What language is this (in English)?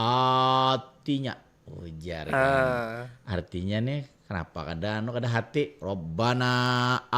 Banjar